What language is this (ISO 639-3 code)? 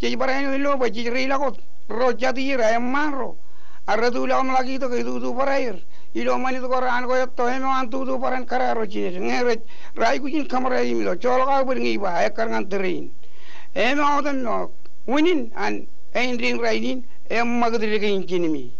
mah